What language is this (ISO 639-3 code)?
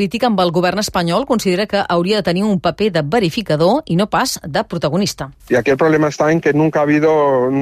cat